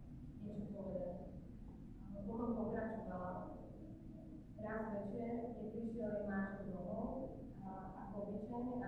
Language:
Slovak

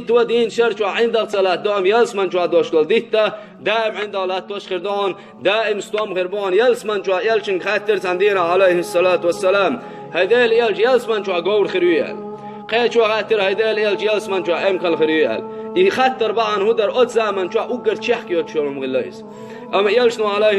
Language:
Chechen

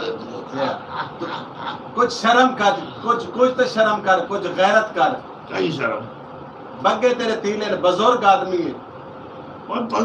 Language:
Saraiki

